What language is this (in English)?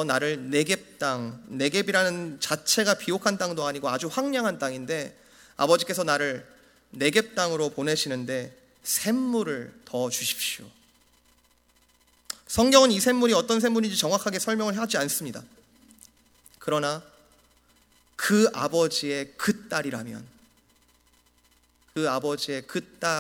Korean